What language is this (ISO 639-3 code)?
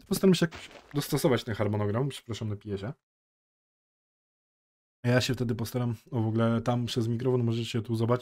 pol